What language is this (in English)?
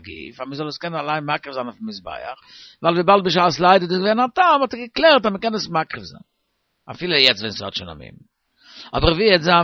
Yiddish